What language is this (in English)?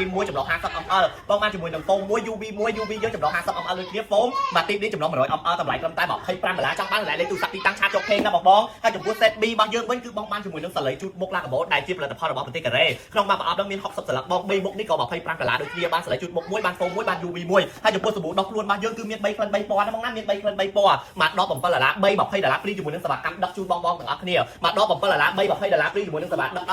Khmer